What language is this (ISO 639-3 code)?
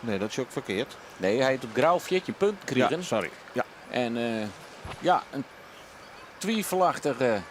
fry